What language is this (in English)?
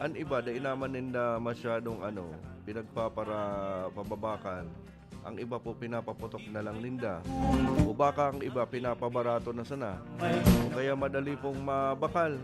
Bikol